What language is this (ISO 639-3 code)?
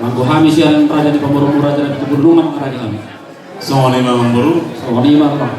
bbc